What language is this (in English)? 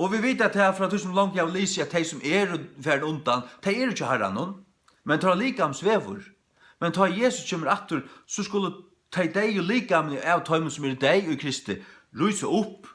Faroese